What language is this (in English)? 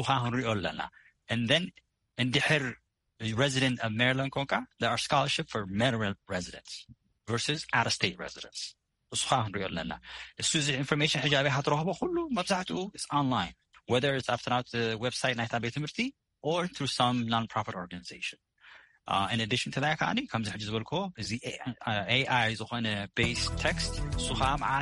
Tigrinya